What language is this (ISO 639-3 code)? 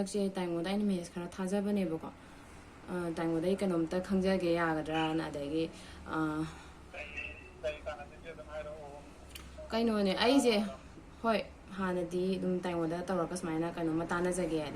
mni